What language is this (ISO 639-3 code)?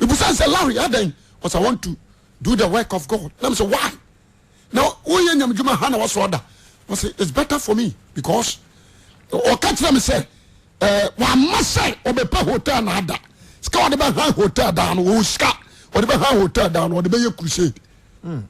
aka